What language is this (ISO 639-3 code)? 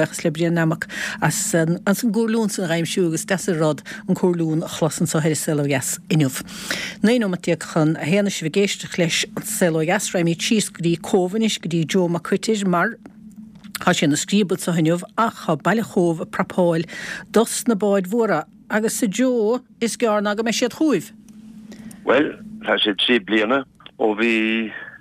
gle